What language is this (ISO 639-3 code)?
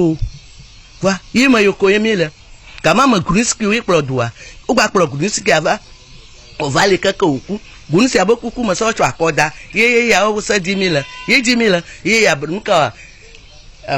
ewe